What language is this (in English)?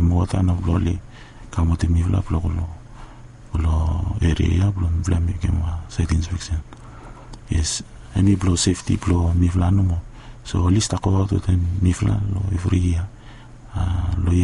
Bislama